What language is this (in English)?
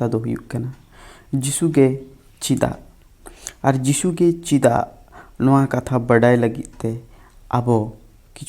Santali